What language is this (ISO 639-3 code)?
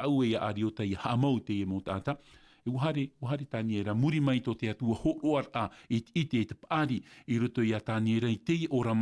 tah